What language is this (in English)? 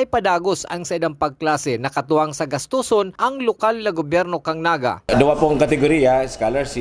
Bikol